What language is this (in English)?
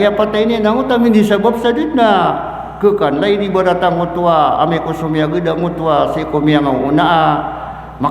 Maranao